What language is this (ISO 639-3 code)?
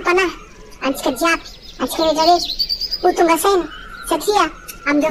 mlg